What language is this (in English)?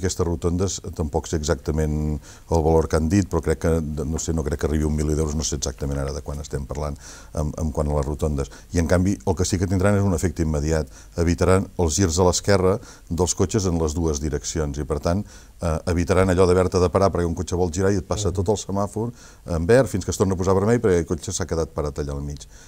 Catalan